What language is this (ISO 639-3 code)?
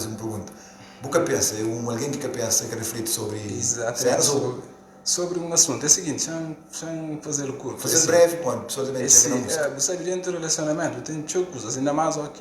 kea